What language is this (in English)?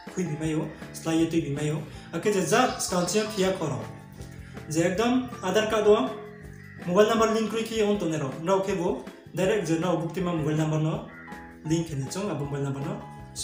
Riang (India)